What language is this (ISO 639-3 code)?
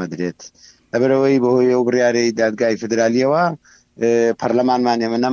ckb